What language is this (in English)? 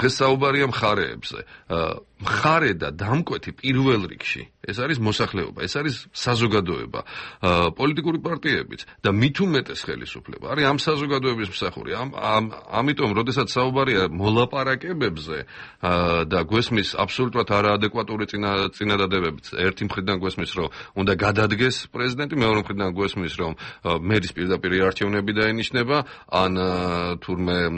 Georgian